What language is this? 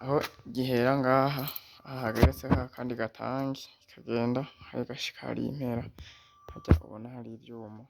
Rundi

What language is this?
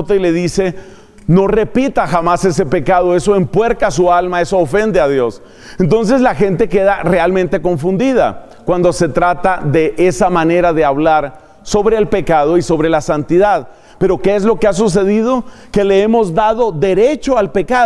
Spanish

